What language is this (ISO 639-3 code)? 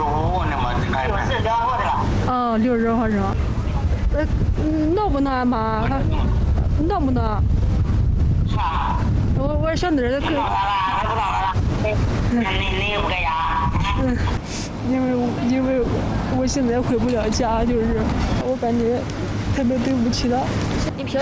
zho